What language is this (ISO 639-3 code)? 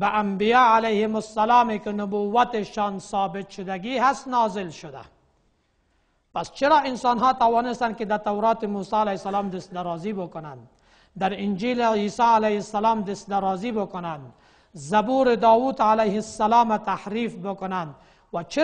fas